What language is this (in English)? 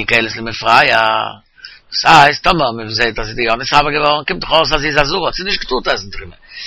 Yiddish